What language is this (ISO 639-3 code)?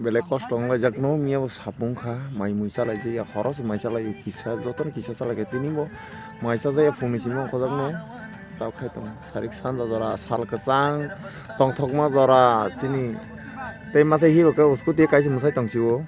trp